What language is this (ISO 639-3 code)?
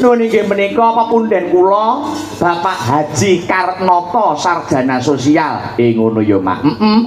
jav